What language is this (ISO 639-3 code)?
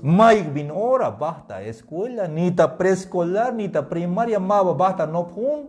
tzh